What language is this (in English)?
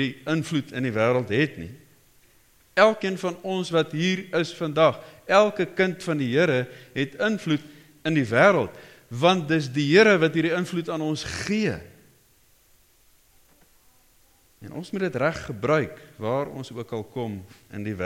Afrikaans